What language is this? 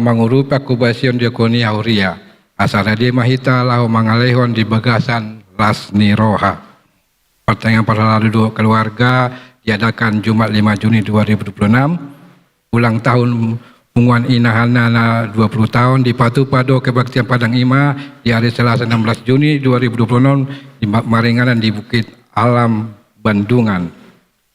Batak Toba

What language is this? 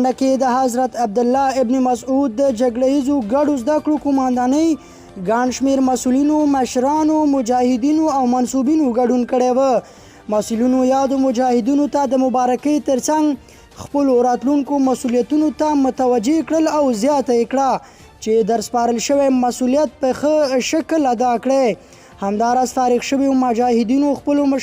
Pashto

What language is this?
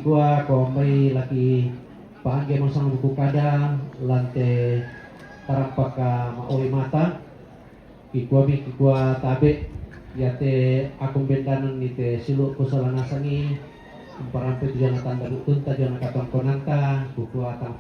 Toraja-Sa'dan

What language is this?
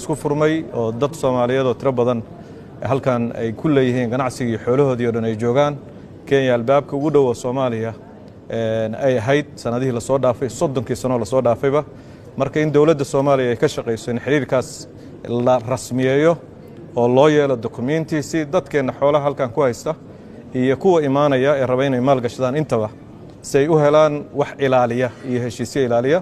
Somali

